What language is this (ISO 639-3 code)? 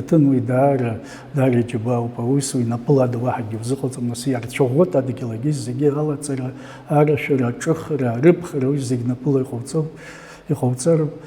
abk